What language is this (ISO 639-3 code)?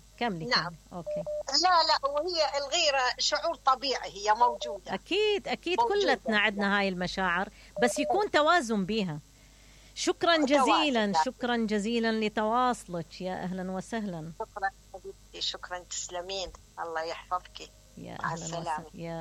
acm